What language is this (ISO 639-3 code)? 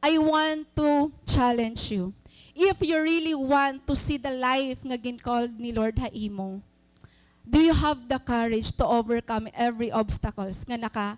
war